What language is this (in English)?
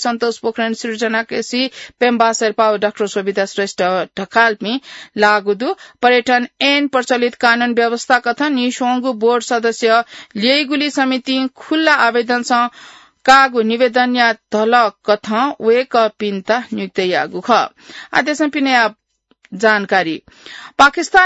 Newari